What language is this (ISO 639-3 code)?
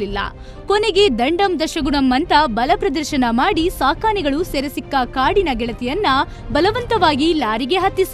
kan